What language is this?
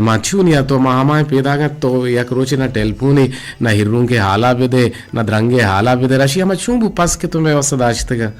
Eastern Balochi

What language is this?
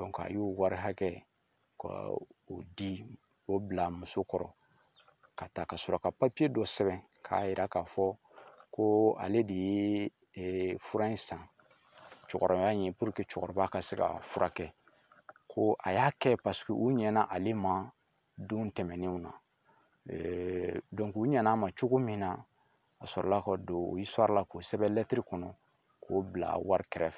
Bambara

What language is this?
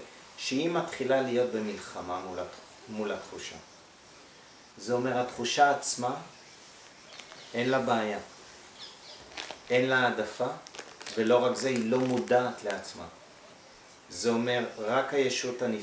Hebrew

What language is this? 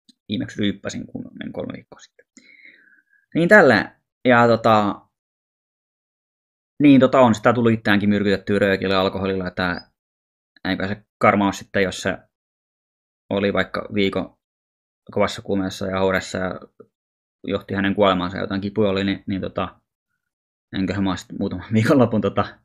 Finnish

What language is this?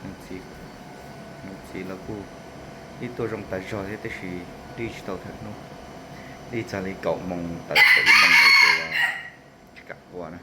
Hmong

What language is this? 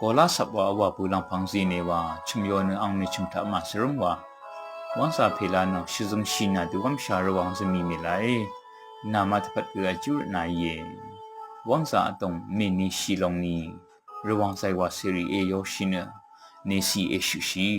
Rawang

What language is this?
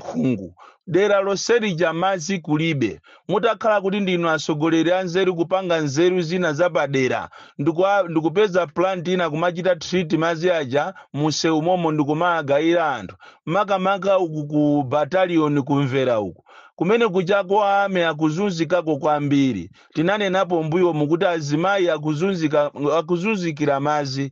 Nyanja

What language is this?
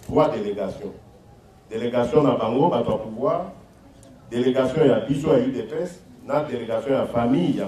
Lingala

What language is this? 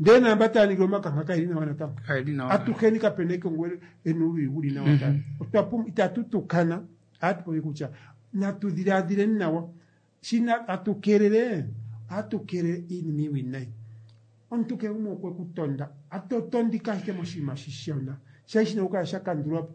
Kuanyama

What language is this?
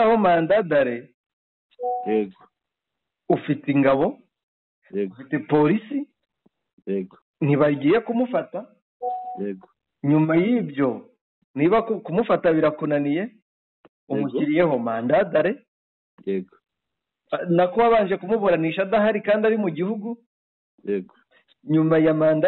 Kinyarwanda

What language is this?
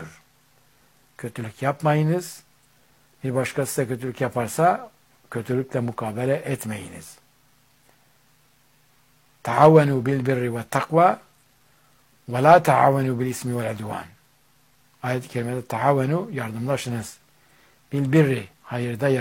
Turkish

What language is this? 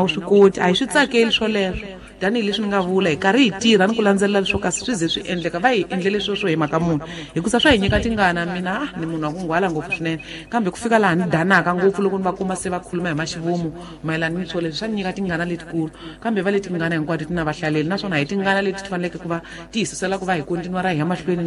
Tsonga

